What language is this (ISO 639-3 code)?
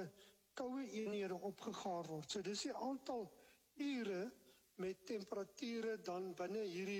afr